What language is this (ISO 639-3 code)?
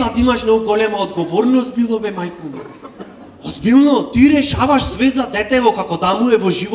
mkd